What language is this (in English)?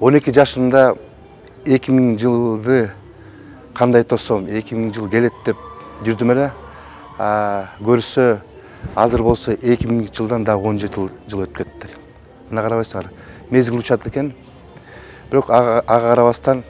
Kyrgyz